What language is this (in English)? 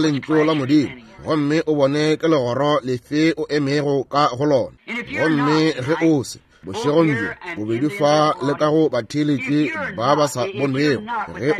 Northern Sotho